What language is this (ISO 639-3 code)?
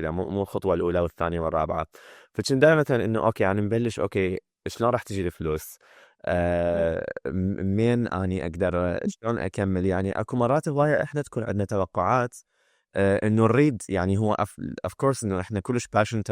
acm